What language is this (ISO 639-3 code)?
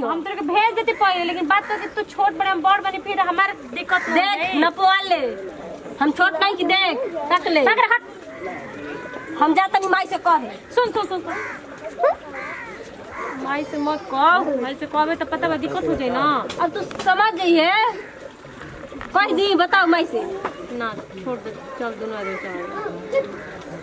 bho